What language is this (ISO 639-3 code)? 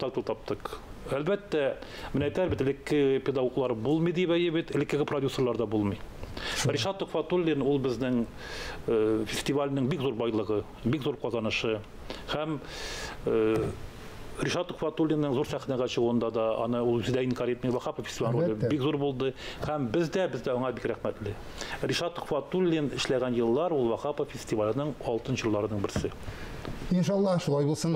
tat